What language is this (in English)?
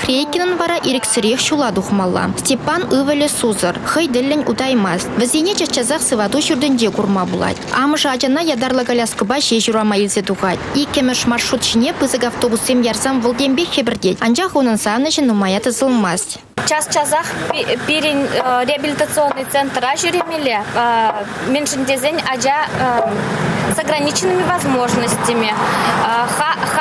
Chuvash